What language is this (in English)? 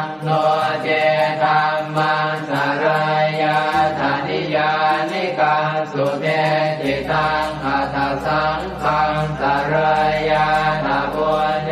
Pali